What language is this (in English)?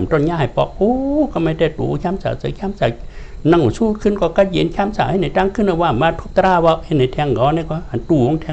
Shan